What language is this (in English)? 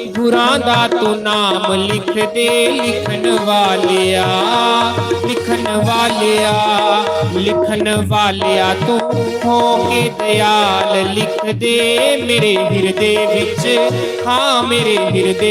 Dogri